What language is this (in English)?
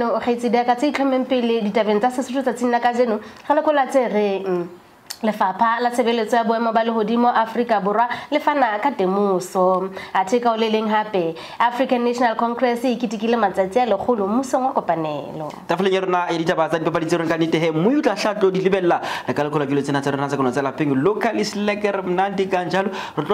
Southern Sotho